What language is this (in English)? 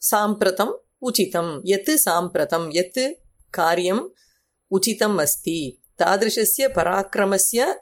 Sanskrit